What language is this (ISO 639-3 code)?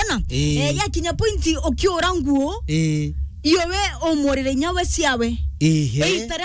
mer